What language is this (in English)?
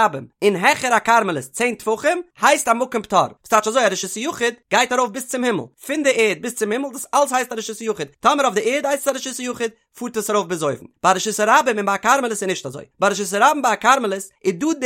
Yiddish